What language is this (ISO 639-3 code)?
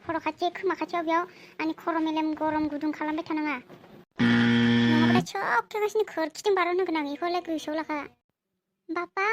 brx